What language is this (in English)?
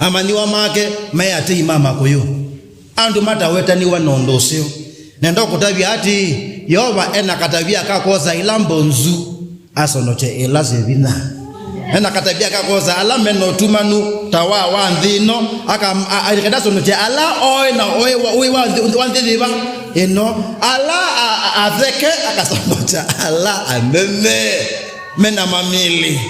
Kamba